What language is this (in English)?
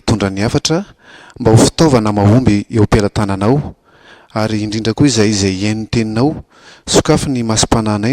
Malagasy